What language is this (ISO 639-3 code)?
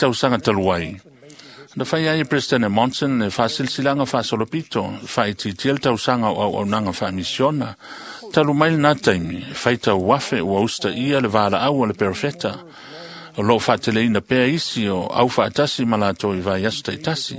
smo